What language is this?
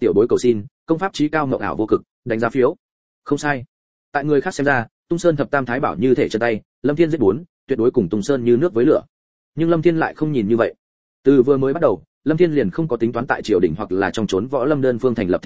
Vietnamese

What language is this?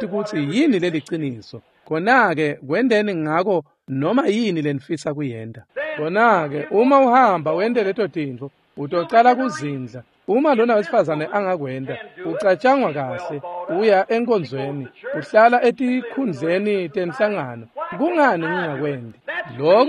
Swati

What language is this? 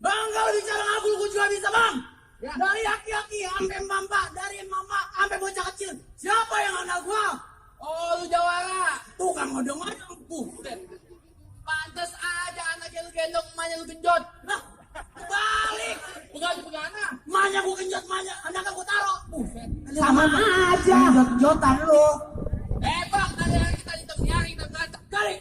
Betawi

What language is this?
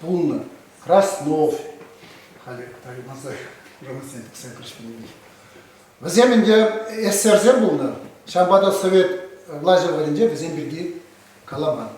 Chuvash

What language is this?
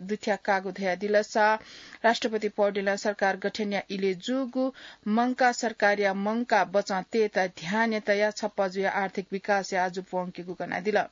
Newari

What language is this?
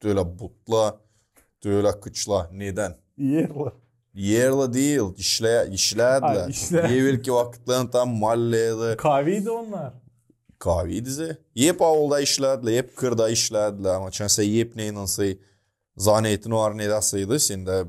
Gagauz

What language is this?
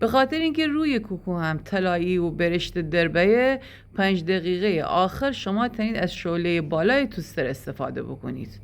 Gilaki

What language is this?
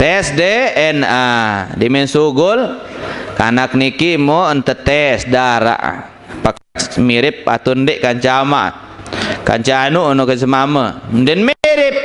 Sasak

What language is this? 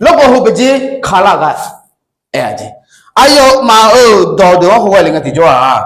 Akha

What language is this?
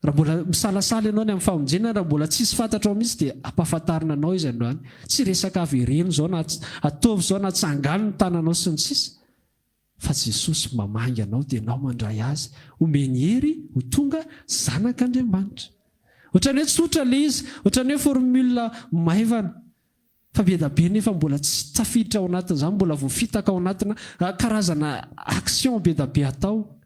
Malagasy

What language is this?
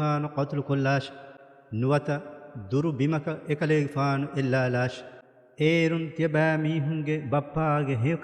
Divehi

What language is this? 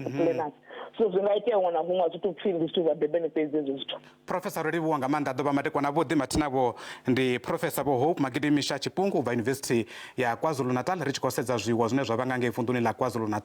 Venda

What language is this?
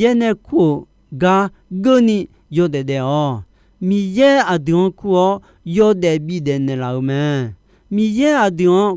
Akha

